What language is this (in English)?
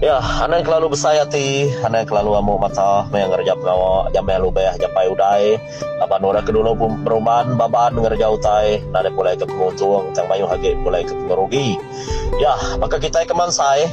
Iban